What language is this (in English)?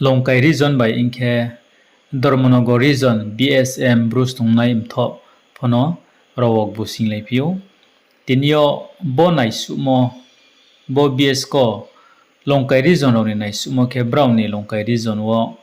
Riang (India)